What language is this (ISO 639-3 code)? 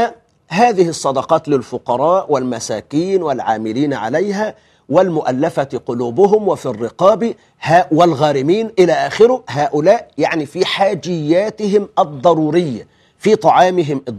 ara